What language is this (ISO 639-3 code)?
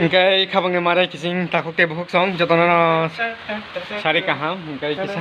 trp